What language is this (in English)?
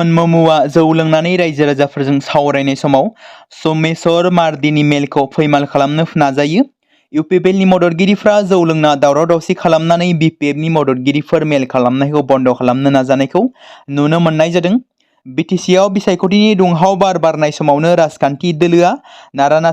Bodo